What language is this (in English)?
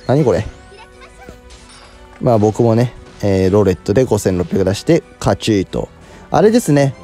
Japanese